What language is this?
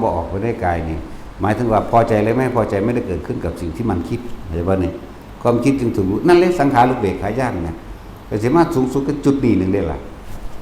Northeastern Thai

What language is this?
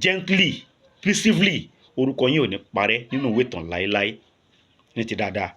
Yoruba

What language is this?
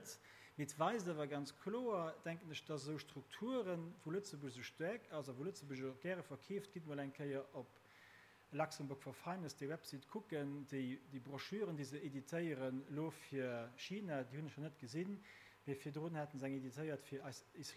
Luxembourgish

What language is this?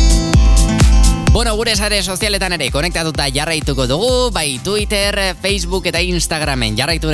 Basque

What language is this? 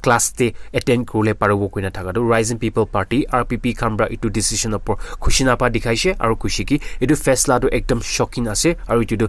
Naga Pidgin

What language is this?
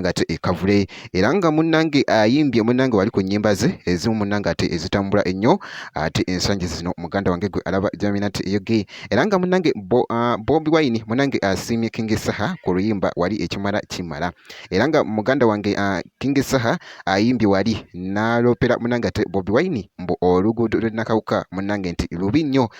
Ganda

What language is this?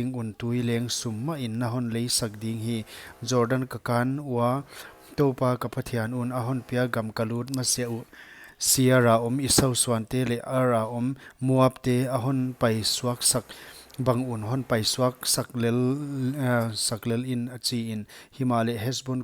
Paite Chin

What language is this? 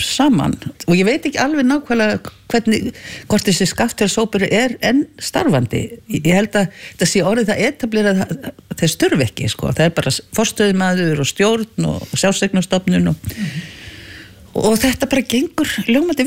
Icelandic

